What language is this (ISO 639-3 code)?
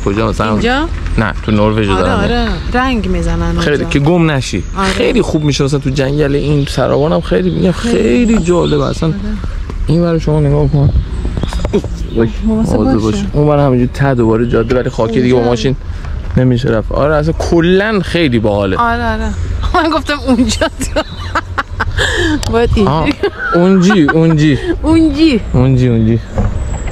fas